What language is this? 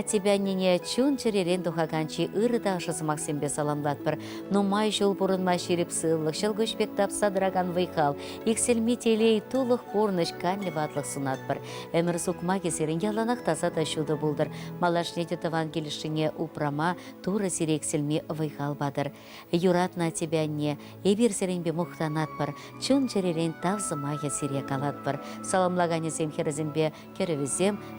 Chuvash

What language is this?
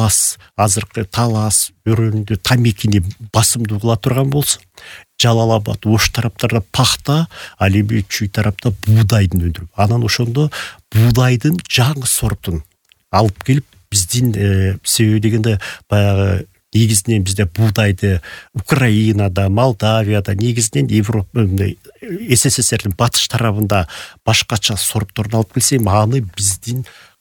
Kyrgyz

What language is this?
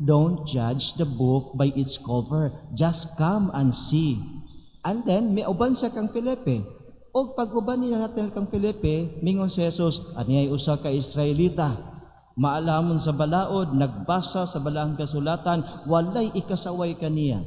Cebuano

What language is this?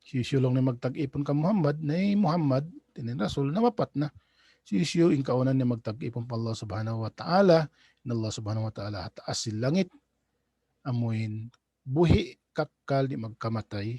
Tausug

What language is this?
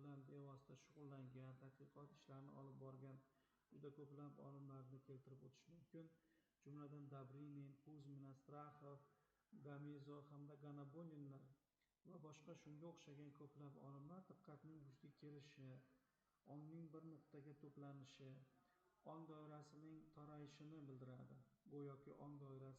Uzbek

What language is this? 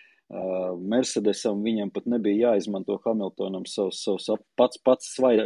Latvian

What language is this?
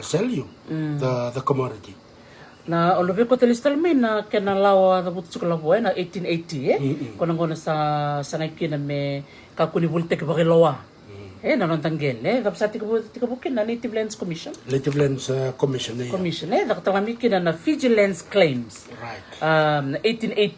Fijian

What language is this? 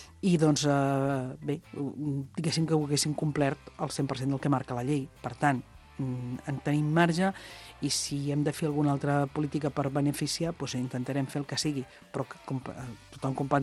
Catalan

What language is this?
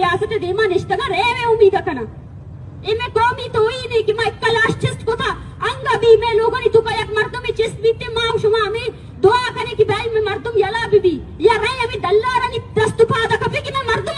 Baluchi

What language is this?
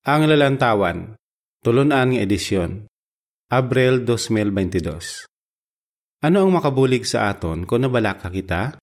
Hiligaynon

